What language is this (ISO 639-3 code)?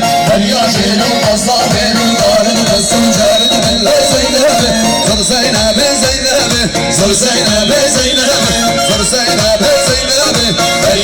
kur